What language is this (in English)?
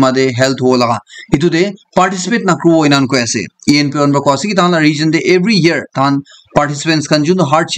Naga Pidgin